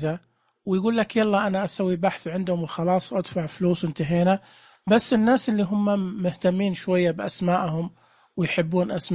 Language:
Najdi Arabic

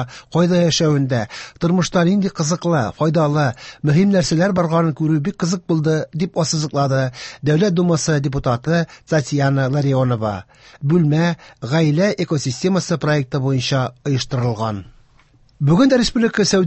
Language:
Tatar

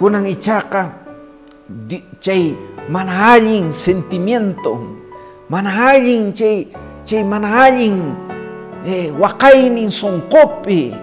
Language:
Quechua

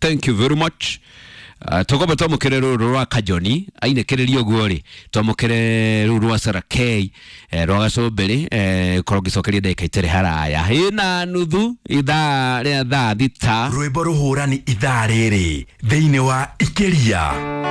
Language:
Kikuyu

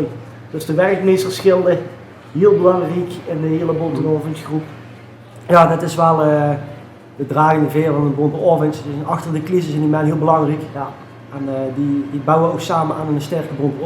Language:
Limburgish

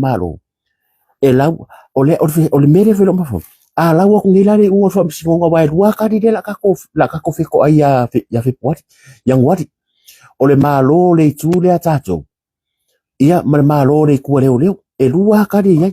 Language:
Samoan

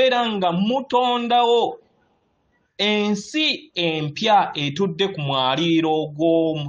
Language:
Ganda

